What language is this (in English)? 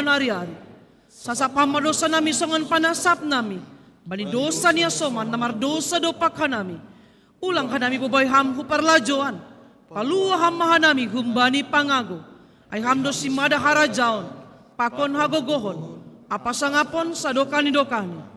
Batak Simalungun